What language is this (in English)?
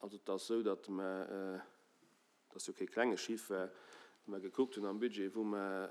Luxembourgish